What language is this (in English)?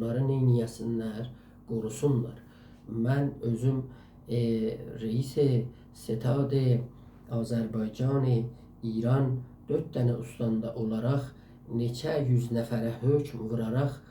South Azerbaijani